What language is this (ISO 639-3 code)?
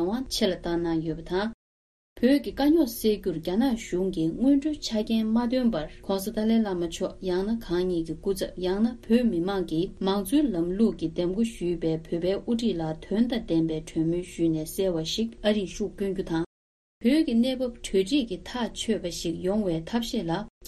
bod